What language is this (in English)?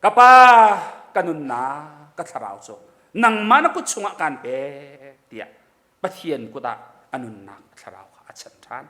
Hakha Chin